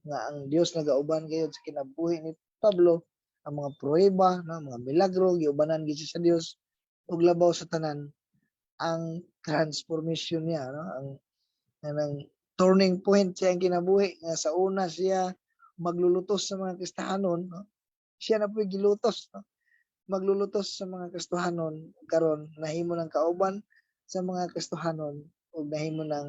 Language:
Cebuano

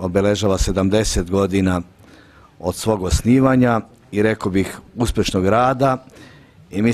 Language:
Serbian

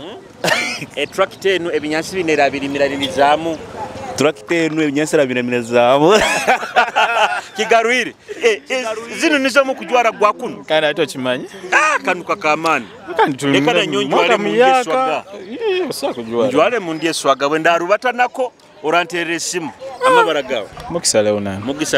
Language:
Nyoro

